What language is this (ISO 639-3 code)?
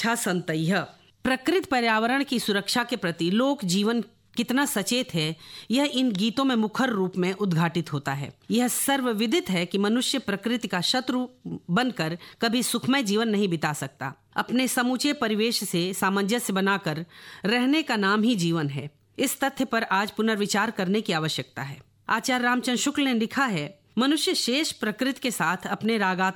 hin